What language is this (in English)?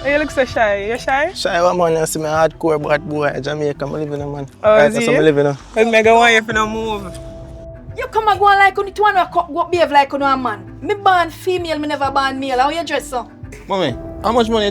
Jamaican Creole English